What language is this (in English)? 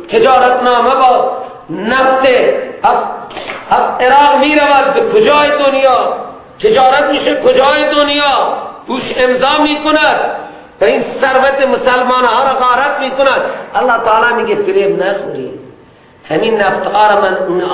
Persian